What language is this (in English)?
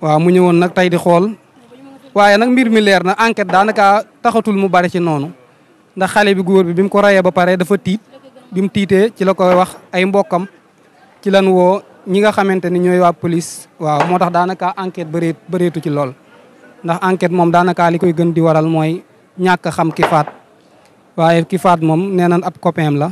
Wolof